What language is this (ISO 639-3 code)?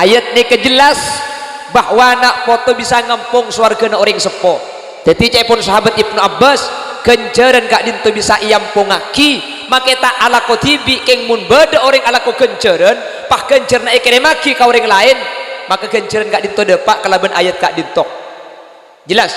mad